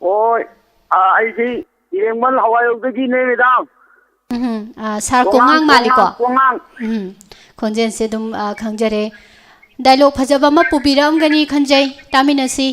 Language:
Manipuri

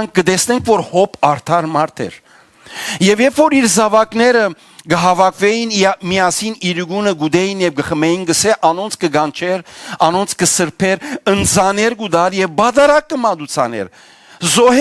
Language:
Western Armenian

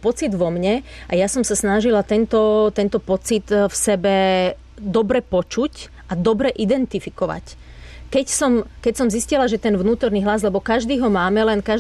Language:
Slovak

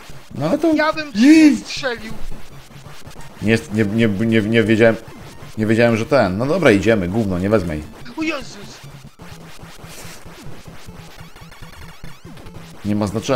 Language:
Polish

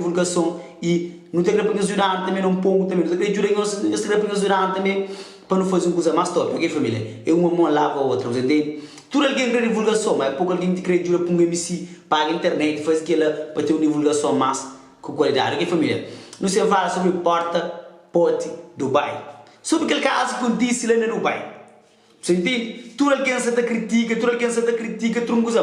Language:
Kabuverdianu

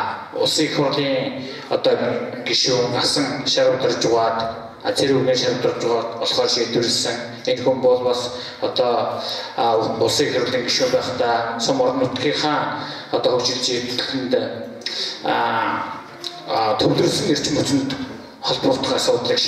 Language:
Mongolian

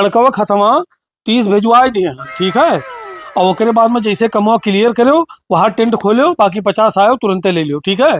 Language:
Awadhi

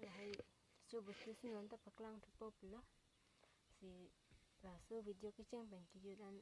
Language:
Karbi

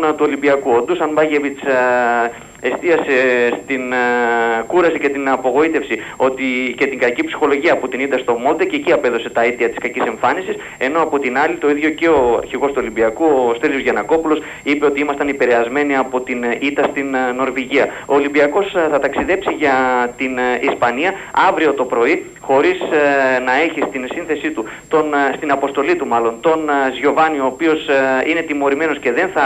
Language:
Greek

